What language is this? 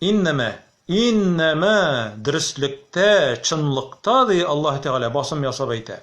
Tatar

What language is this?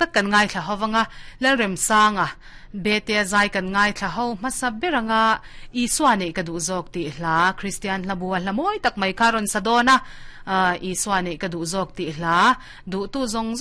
Mizo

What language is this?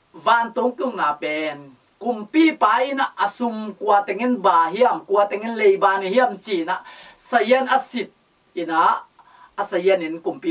Tedim Chin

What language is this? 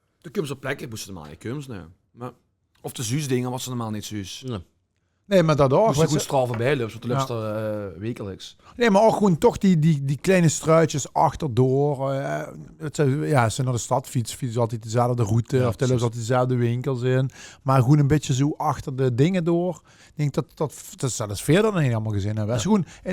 Limburgish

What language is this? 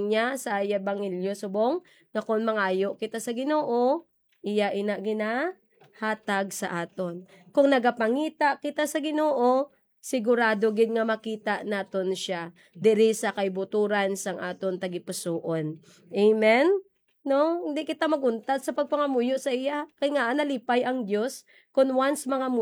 Hiligaynon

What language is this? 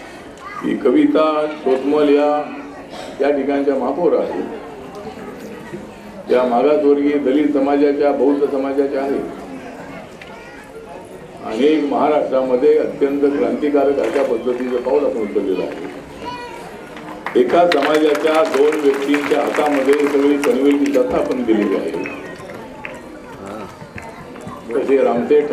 Marathi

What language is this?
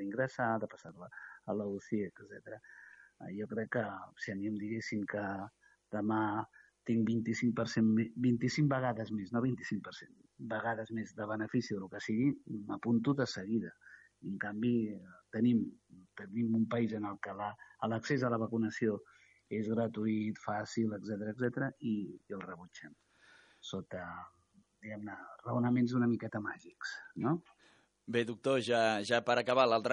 Catalan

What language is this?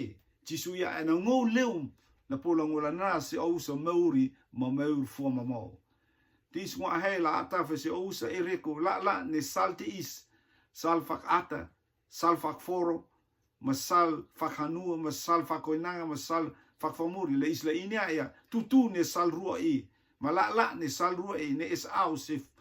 Rotuman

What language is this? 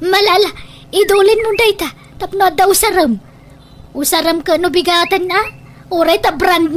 Iloko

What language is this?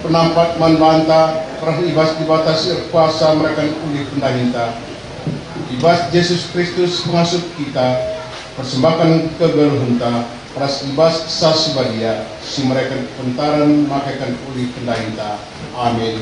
Batak Karo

